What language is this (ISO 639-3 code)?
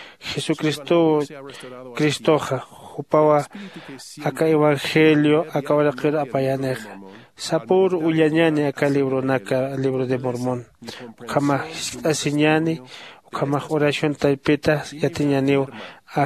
aym